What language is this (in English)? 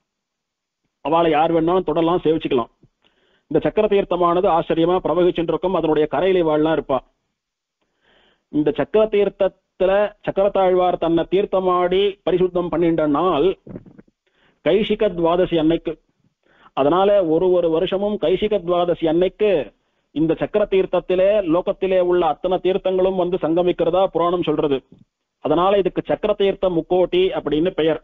Tamil